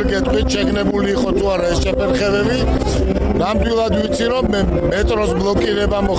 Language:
Georgian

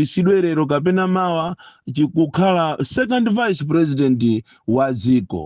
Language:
Nyanja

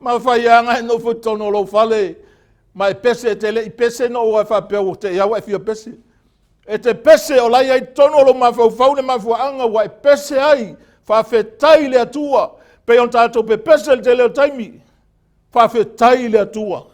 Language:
Samoan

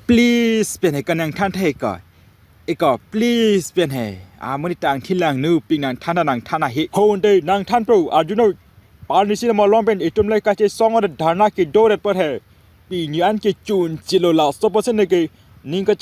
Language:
Karbi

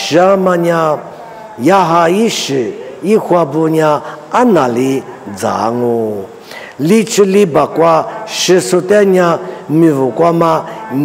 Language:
Lisu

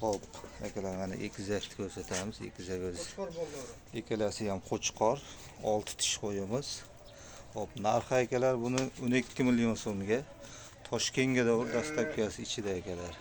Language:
Uzbek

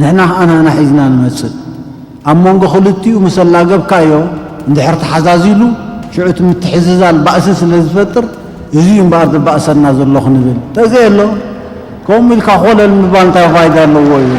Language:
Tigrinya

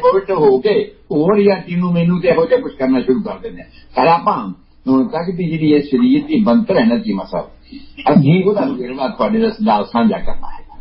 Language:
Punjabi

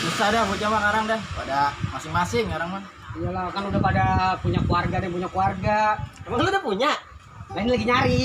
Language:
Betawi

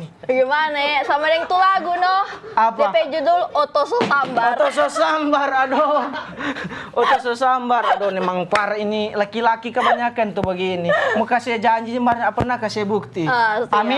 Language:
Manado Malay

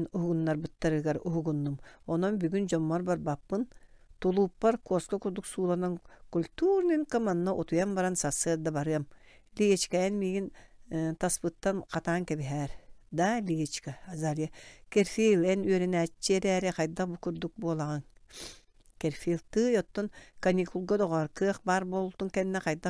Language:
Yakut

